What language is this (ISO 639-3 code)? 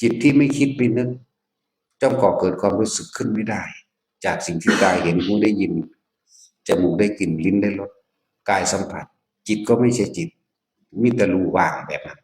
tts